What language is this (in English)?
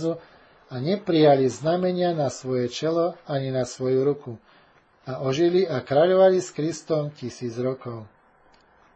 Slovak